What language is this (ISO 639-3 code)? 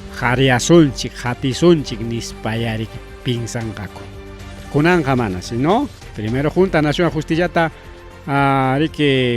quy